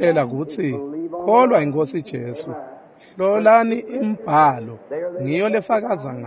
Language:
Swati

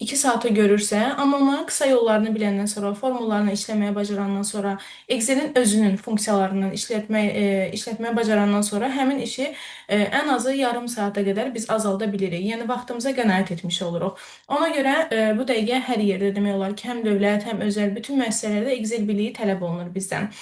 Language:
Azerbaijani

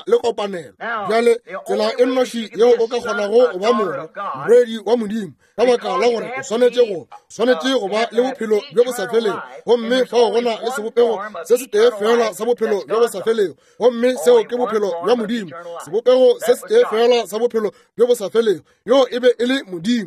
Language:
Northern Sotho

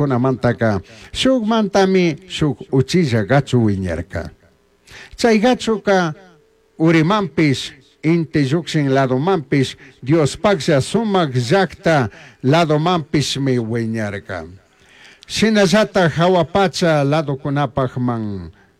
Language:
Chimborazo Highland Quichua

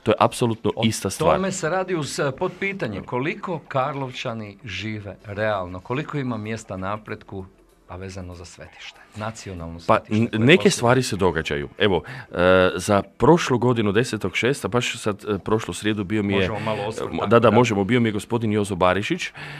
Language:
Croatian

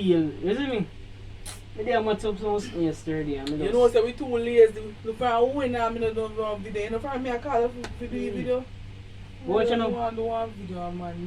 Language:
Jamaican Creole English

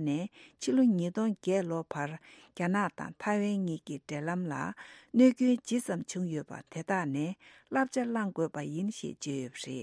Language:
Tibetan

